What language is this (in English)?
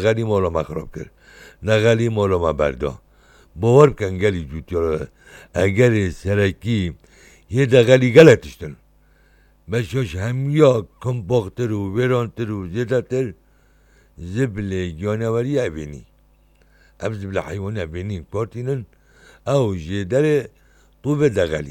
Kurdish